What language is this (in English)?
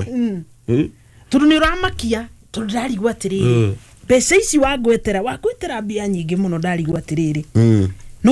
Kikuyu